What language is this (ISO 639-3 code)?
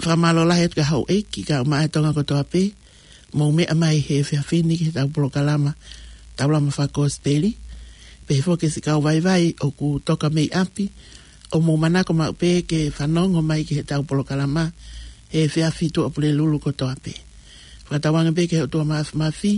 ton